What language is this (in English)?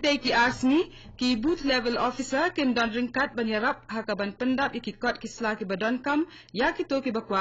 Khasi